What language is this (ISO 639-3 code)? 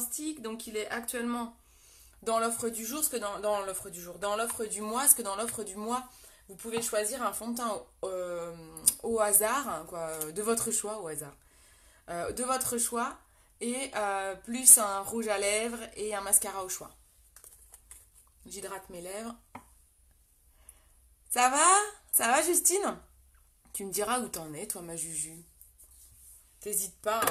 fra